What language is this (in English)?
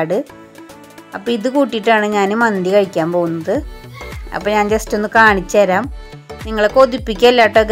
Malayalam